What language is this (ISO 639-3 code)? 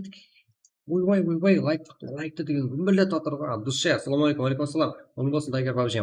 kaa